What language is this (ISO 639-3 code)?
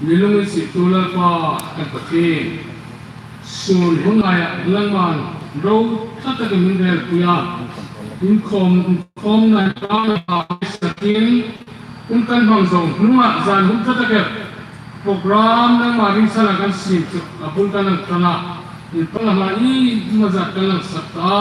hmr